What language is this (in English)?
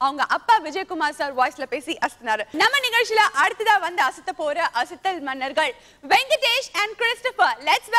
Tamil